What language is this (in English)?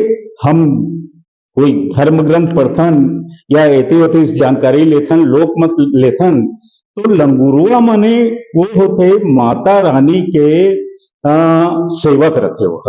Chhattisgarhi